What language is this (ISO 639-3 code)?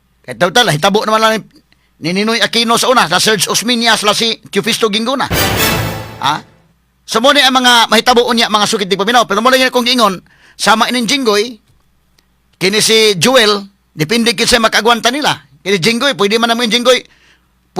ceb